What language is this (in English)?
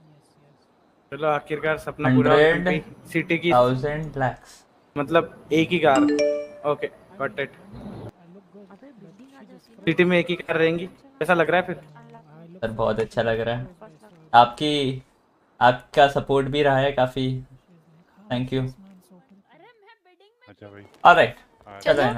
Hindi